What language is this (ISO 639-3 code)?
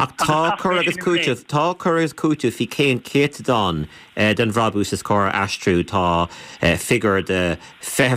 gle